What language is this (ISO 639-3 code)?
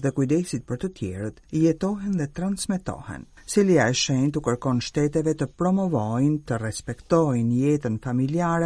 sqi